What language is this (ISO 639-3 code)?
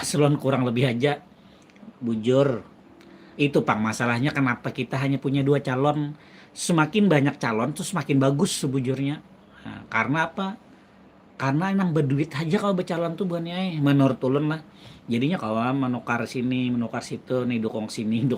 bjn